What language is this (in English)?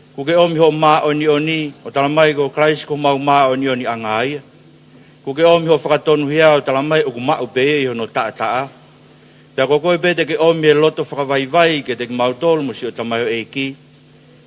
Tongan